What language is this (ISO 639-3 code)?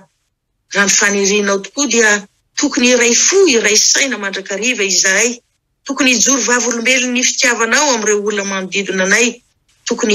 mlg